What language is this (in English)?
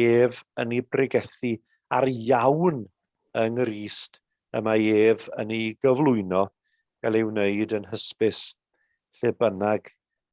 Welsh